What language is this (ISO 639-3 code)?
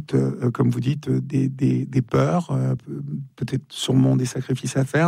fra